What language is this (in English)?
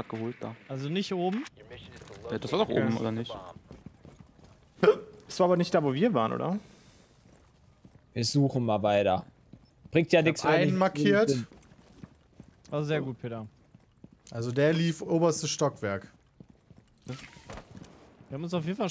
German